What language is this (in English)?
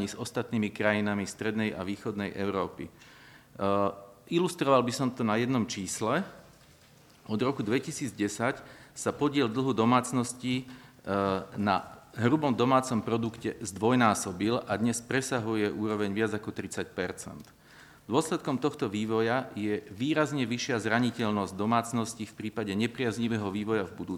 Slovak